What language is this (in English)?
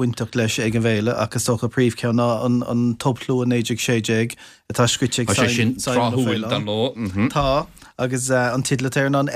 Irish